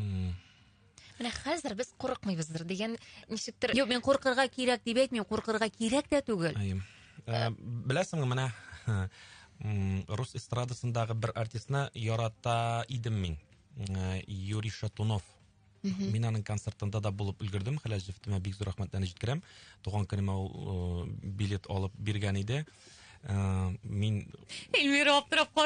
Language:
Tatar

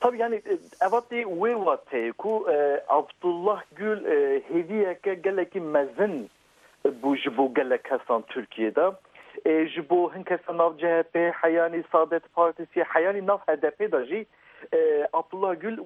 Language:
Kurdish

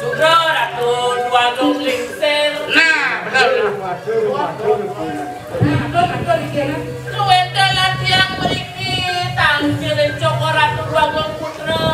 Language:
Balinese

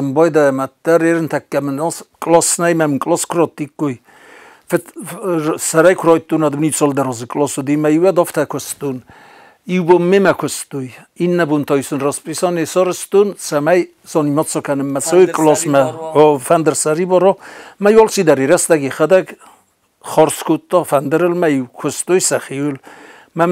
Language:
Ossetic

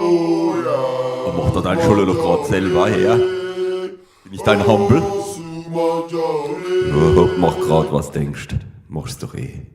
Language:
Palatine German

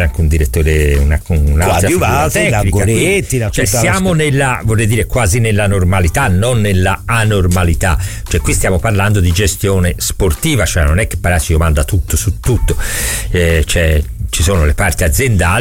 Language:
Italian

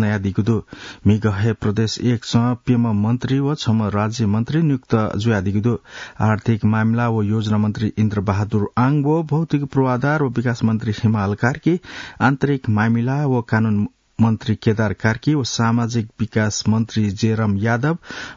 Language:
Newari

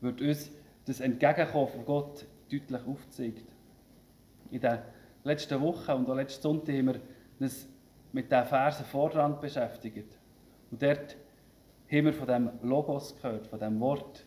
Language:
Swiss German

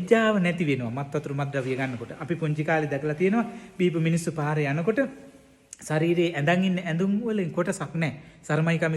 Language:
Sinhala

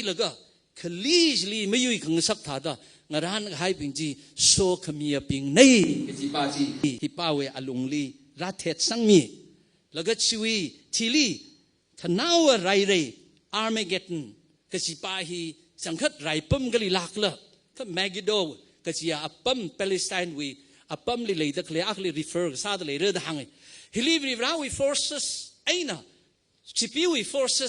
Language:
Tangkhul Naga (India)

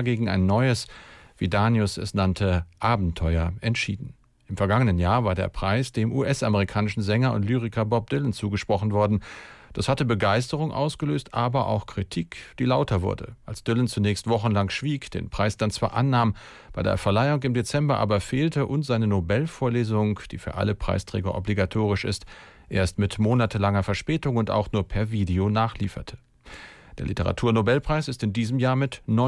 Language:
German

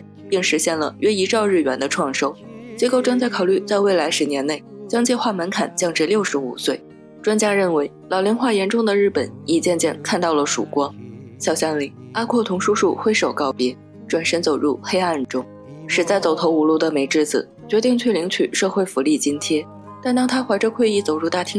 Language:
Chinese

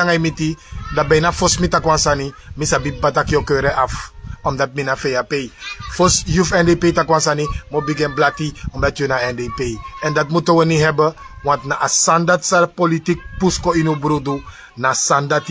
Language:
Sranan Tongo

